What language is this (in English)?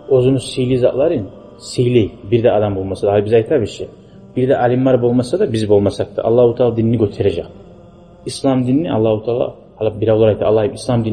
Kumyk